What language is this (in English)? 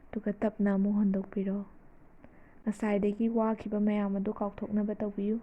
Manipuri